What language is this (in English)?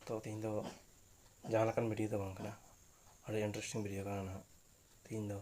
Santali